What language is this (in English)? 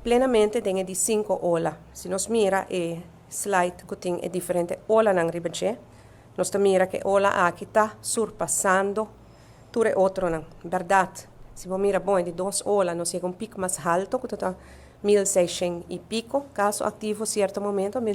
Papiamento